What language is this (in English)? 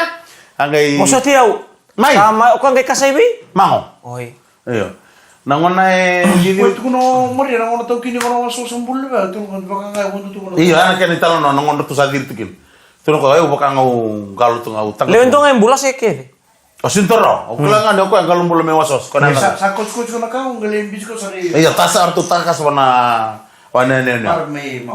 Fijian